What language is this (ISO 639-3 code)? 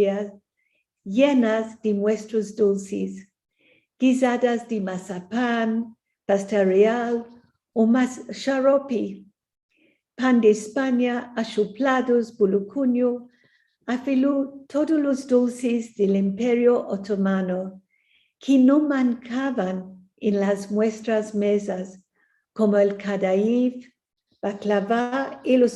lad